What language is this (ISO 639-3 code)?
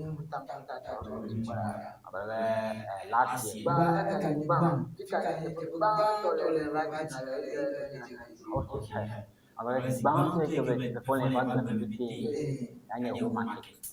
ewe